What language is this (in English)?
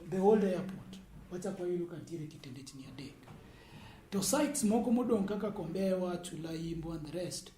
Luo (Kenya and Tanzania)